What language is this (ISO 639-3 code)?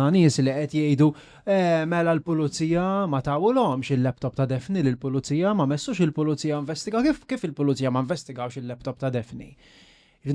mlt